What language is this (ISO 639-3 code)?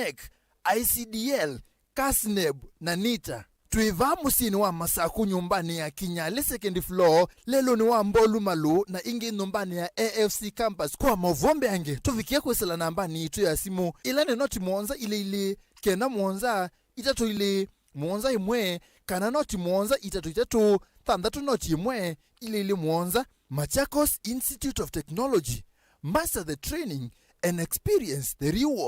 kam